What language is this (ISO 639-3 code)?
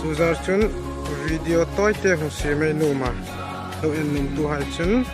hmr